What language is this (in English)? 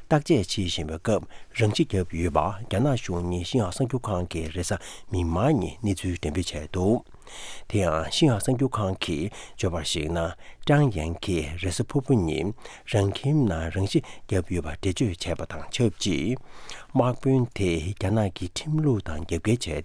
Tibetan